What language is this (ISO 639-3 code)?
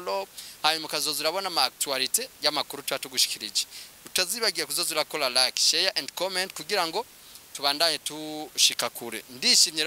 run